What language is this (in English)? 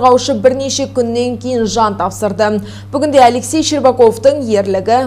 Kazakh